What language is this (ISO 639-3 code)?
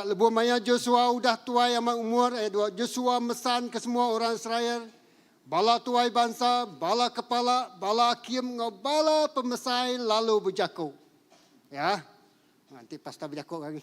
iba